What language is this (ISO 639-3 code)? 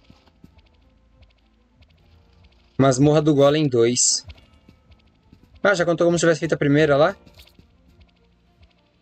por